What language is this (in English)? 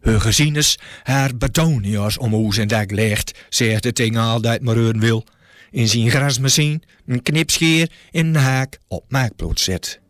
Gronings